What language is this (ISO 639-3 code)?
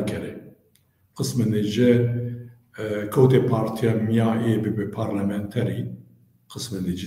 zza